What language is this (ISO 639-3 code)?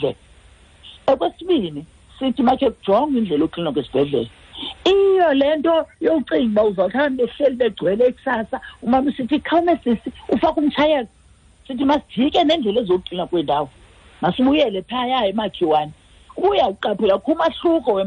xho